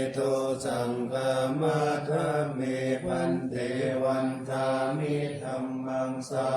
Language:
Pali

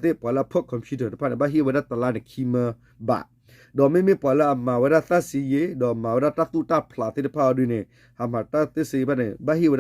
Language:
S'gaw Karen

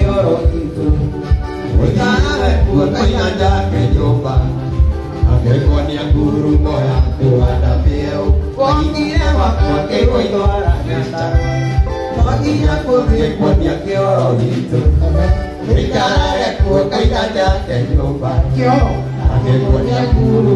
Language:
Kikuyu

